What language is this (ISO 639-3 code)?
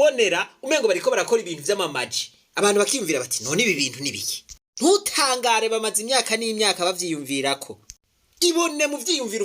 run